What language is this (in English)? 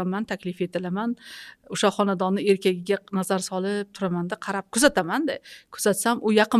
Uzbek